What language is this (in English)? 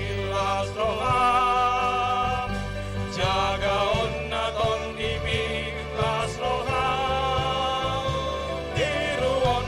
Batak Toba